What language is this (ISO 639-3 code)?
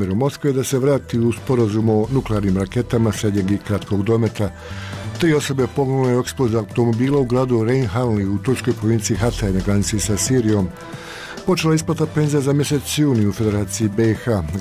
bos